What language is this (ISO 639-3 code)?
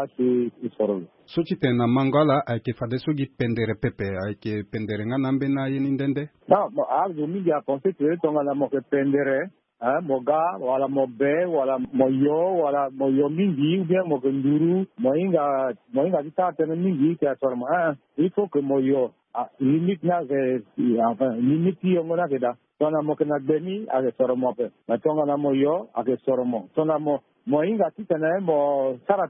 sag